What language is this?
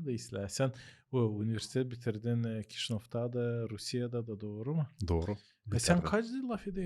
Gagauz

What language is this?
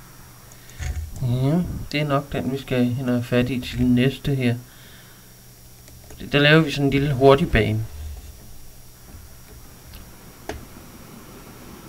Danish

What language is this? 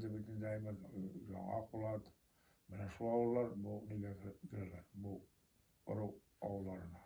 Bashkir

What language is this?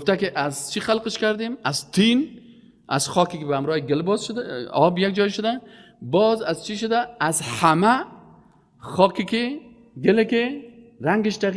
Persian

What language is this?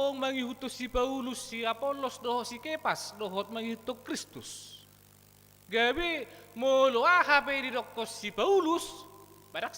Batak Toba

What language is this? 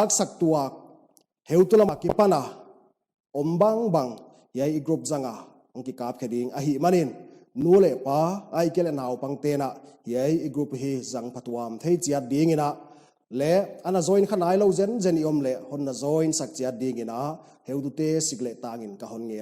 Paite Chin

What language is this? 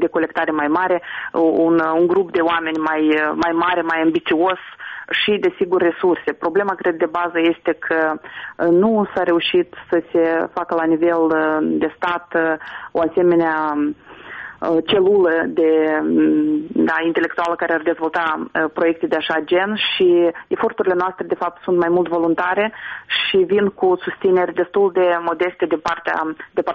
Romanian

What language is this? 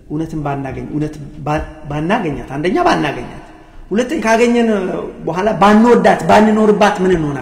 Amharic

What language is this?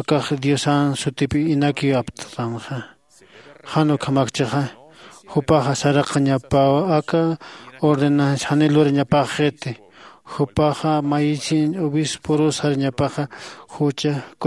Aymara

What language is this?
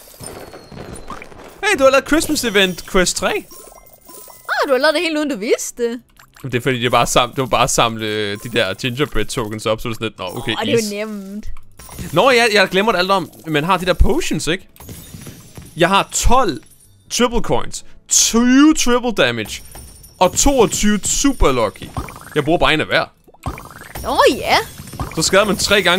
Danish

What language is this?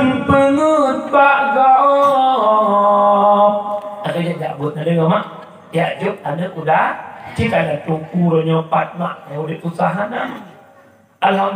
Achinese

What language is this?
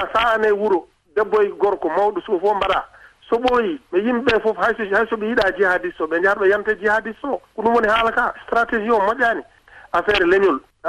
Fula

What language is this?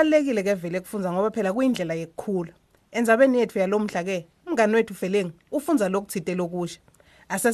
Swati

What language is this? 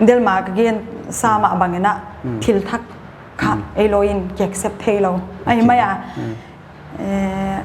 Paite Chin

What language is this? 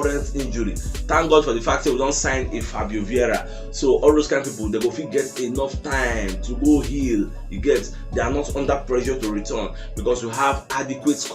Nigerian Pidgin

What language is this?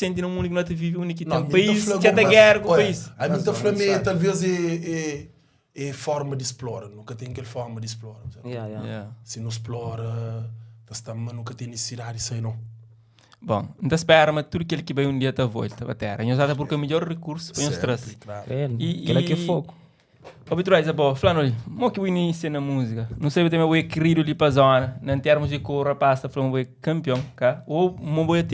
Kabuverdianu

